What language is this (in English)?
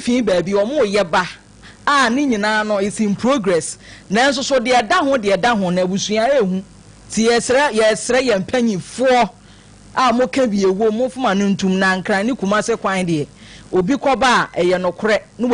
Akan